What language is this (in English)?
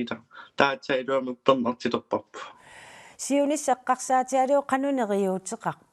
Kalaallisut